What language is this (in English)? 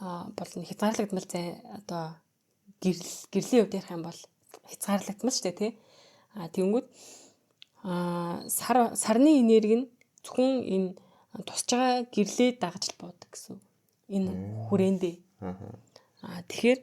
Mongolian